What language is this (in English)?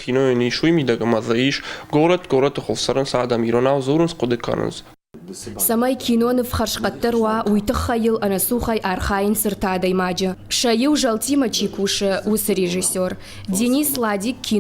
Ossetic